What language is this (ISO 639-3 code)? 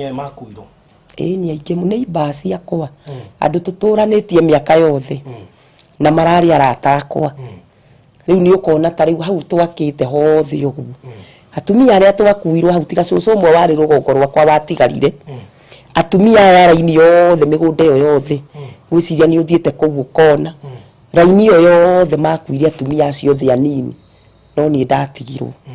kik